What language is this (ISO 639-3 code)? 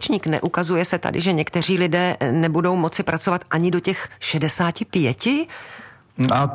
ces